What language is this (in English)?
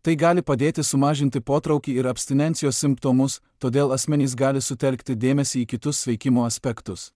Lithuanian